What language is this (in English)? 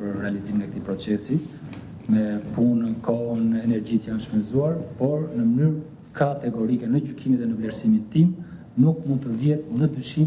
Albanian